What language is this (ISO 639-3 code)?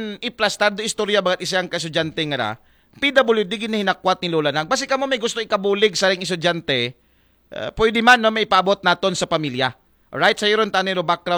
akl